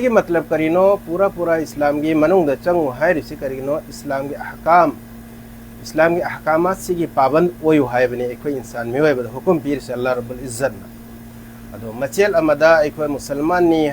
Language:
Manipuri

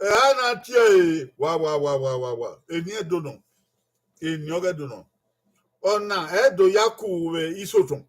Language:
Bini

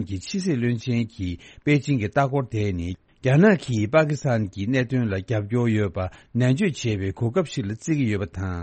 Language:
Tibetan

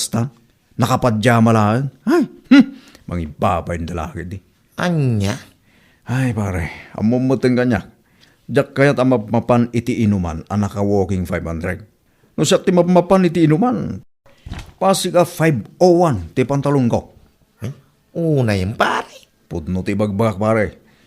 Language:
Iloko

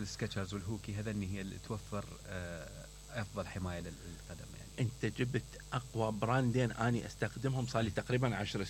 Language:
Mesopotamian Arabic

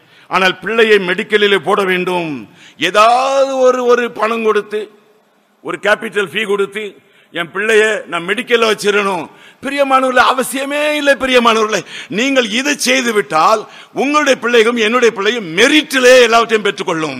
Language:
Tamil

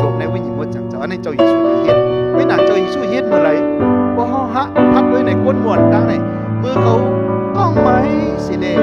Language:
Shan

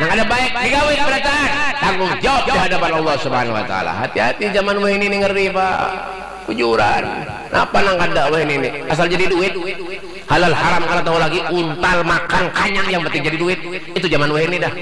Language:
Banjar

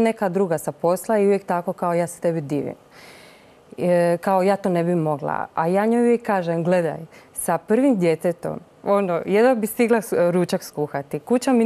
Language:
Croatian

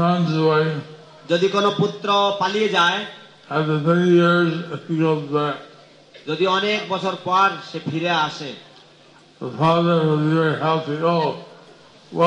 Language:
Bangla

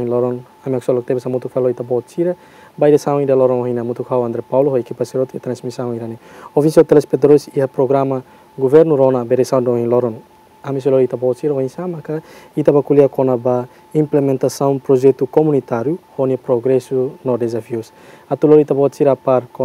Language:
Tetum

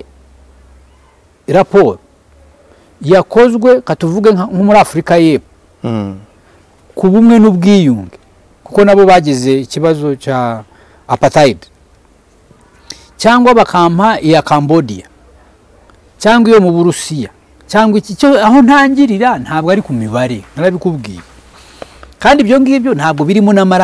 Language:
Kinyarwanda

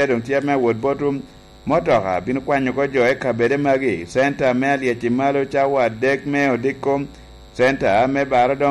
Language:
Lango (Uganda)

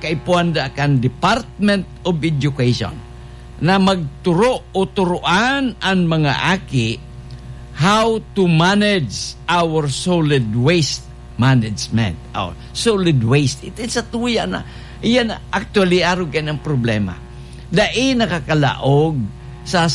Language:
Bikol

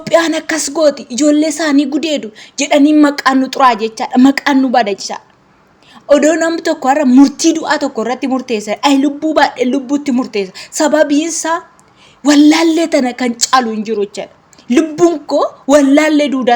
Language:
Oromo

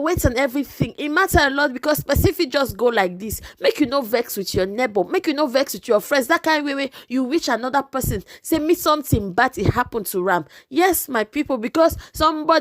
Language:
Nigerian Pidgin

